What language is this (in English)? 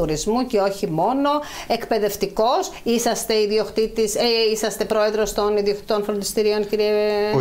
Greek